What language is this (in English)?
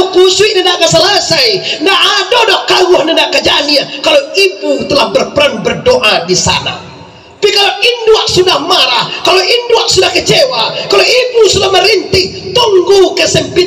Minangkabau